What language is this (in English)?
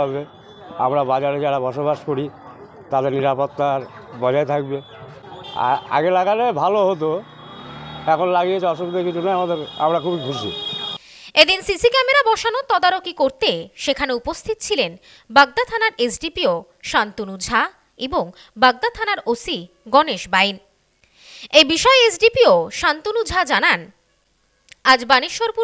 Bangla